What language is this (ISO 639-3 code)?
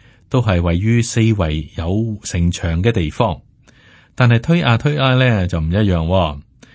yue